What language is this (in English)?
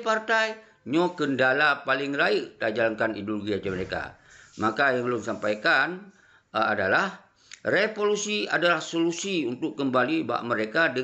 Achinese